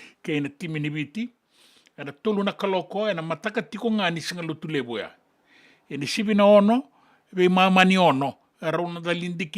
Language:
Fijian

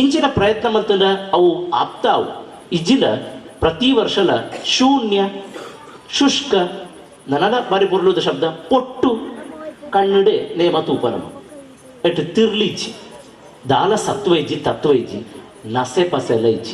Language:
Tulu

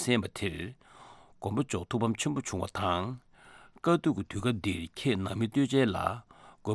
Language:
Tibetan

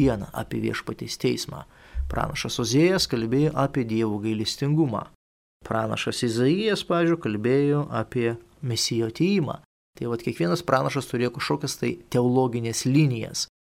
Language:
Lithuanian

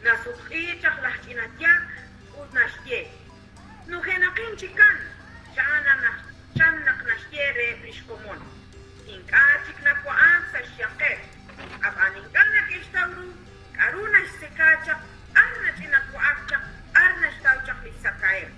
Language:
Kekchí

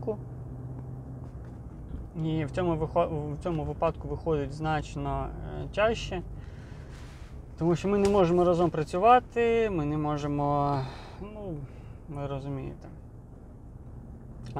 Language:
Ukrainian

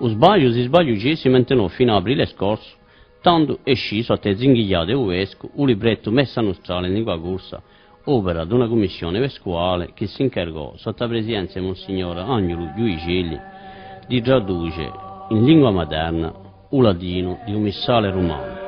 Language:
Corsican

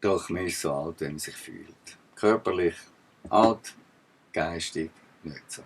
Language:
Swiss German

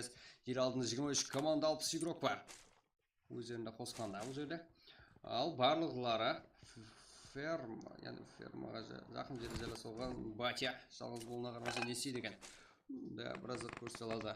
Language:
Kara-Kalpak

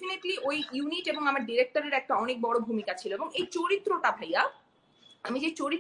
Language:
Bangla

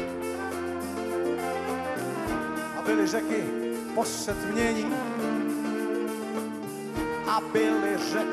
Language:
Czech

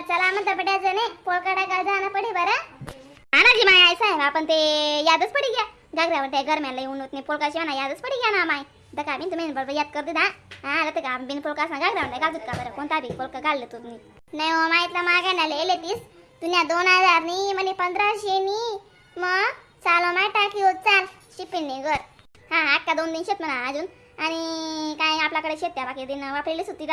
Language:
Khandesi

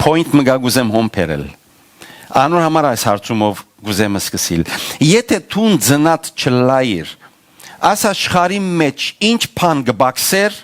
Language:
Western Armenian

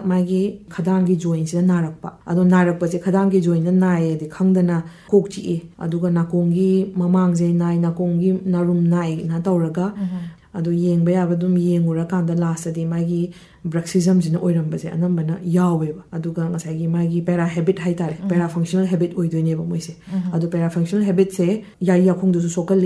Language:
Manipuri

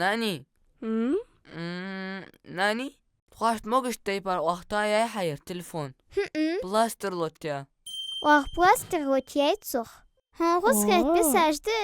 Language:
Ingush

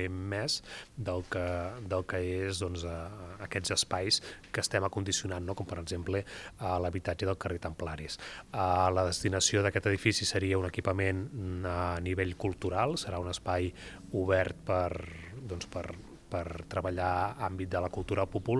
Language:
Catalan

